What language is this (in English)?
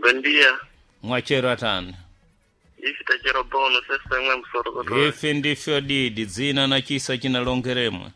Sena